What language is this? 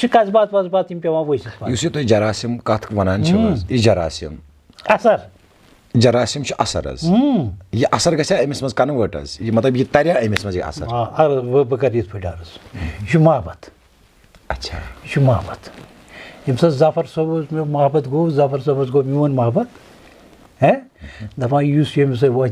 Kashmiri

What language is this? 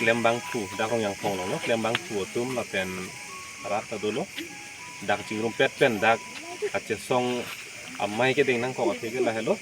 Karbi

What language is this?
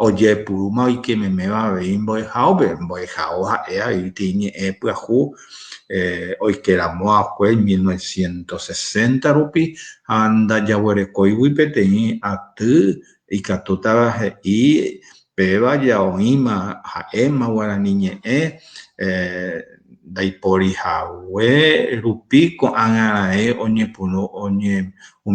Guarani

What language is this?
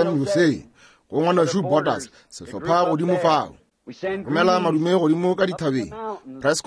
Northern Sotho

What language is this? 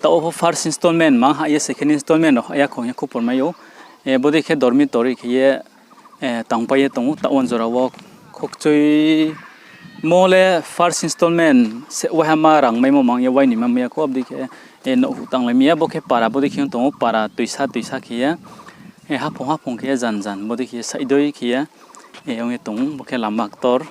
Riang (India)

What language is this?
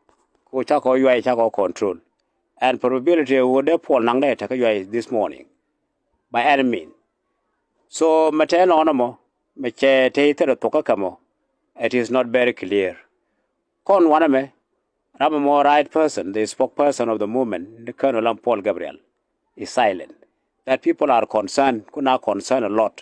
Nuer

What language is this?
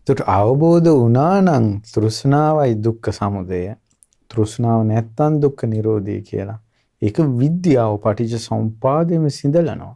Sinhala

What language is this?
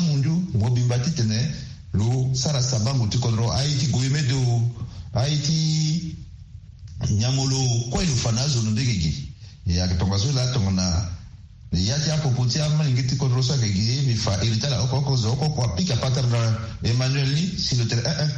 Sango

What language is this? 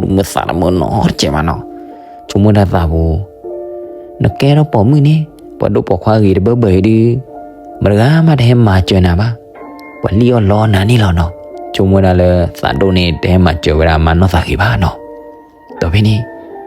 S'gaw Karen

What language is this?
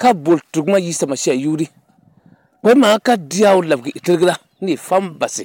Dagbani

